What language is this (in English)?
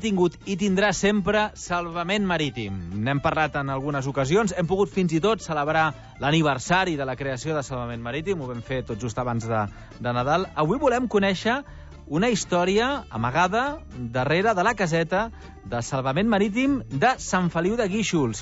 Catalan